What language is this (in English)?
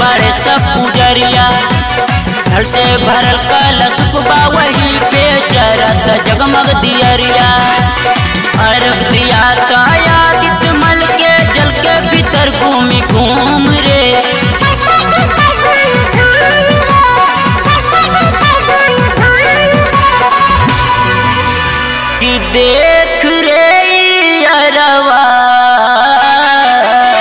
Bhojpuri